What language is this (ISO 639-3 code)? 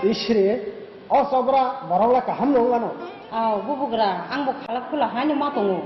trp